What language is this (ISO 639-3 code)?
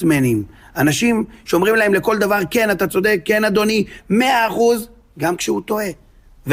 heb